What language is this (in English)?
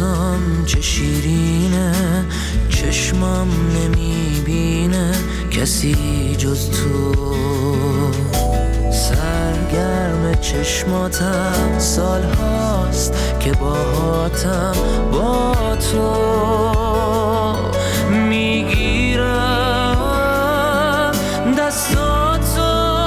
Persian